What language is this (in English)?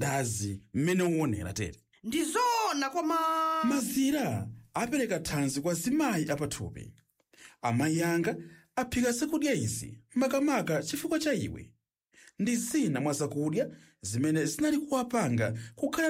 Nyanja